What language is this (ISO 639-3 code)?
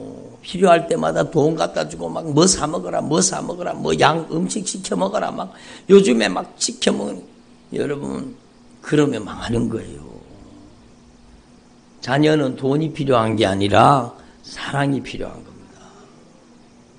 kor